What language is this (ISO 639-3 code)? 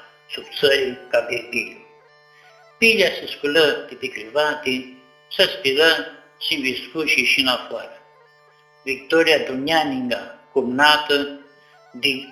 rup